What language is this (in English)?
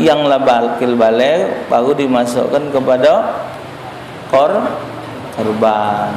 Musi